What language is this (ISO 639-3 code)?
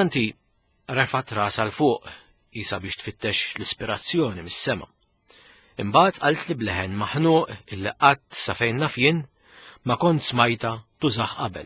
mlt